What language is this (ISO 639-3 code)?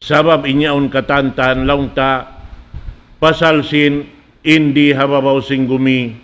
tsg